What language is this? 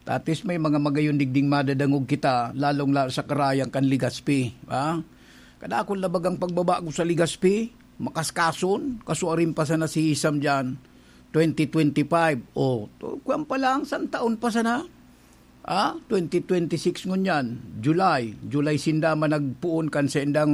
Bikol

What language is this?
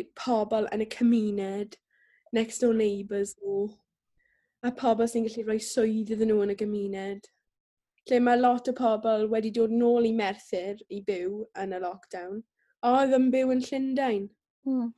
Welsh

